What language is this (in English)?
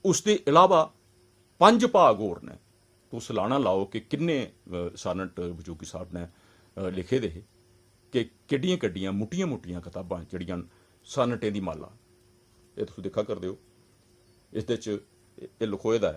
Dogri